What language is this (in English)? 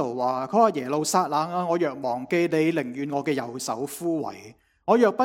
Cantonese